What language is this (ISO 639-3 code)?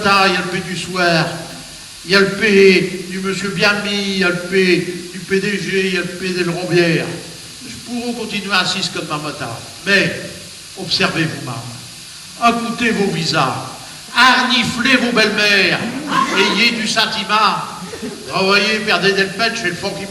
pcd